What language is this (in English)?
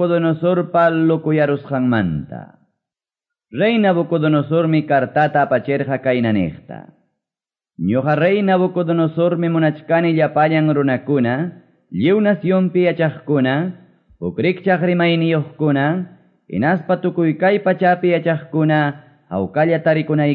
Quechua